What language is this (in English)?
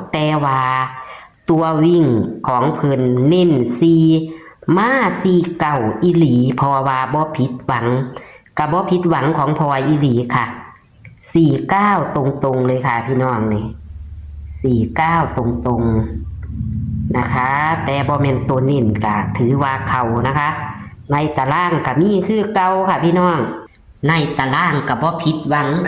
Northeastern Thai